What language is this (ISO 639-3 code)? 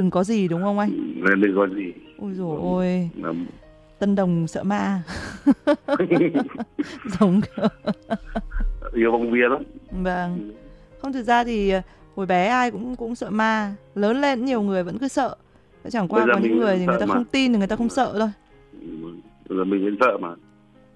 vie